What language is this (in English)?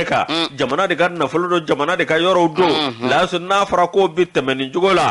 Bambara